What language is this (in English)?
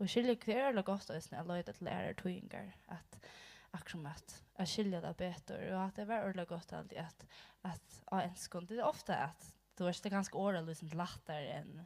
Faroese